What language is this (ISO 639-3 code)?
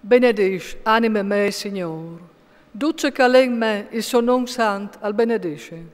fur